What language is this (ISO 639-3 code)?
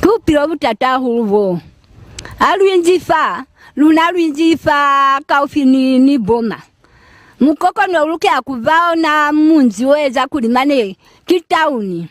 loz